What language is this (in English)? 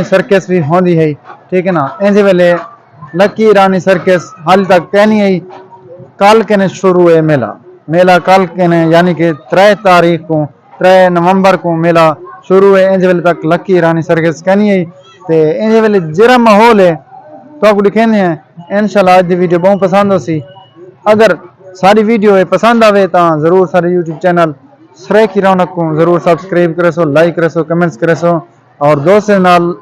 Saraiki